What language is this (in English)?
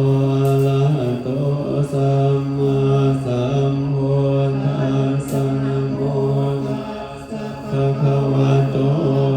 Pali